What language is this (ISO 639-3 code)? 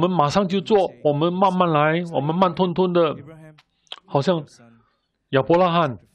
zho